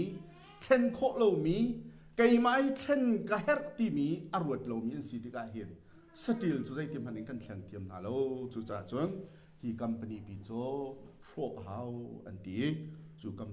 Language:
Hakha Chin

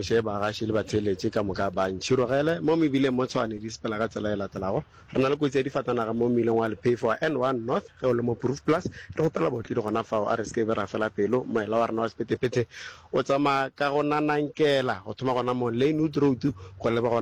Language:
Northern Sotho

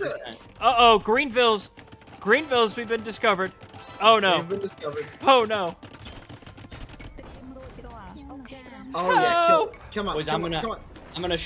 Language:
English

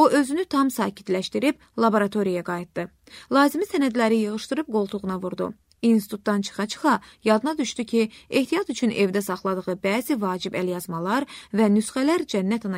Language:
Azerbaijani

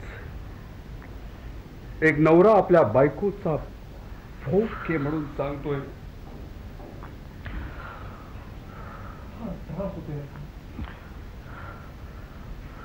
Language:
Marathi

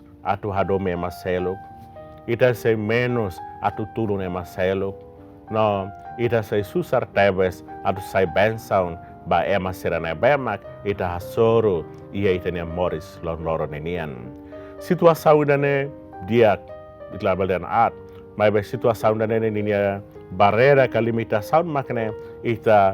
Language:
Tetum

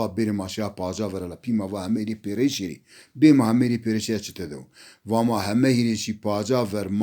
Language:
Zaza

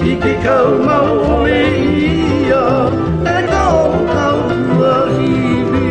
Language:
Hawaiian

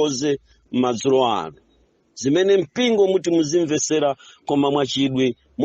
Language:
Nyanja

